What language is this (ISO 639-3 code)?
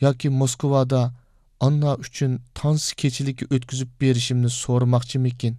uig